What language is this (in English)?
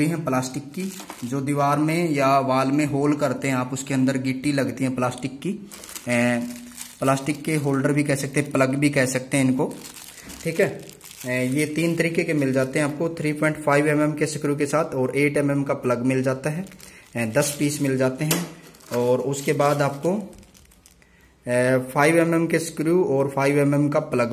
Hindi